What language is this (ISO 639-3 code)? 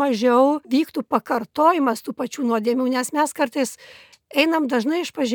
lit